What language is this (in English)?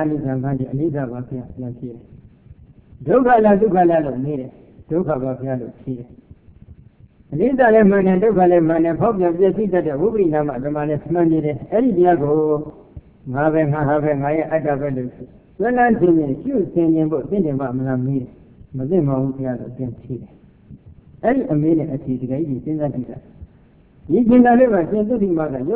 Burmese